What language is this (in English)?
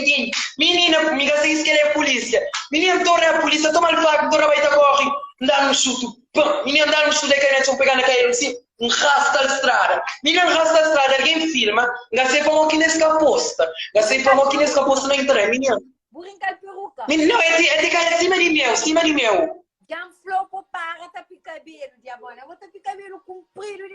Kabuverdianu